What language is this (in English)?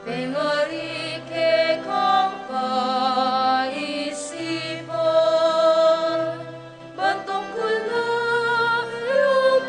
Pampanga